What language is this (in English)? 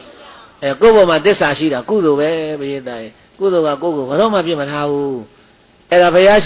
Burmese